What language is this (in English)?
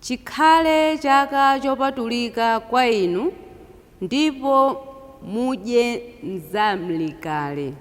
Nyanja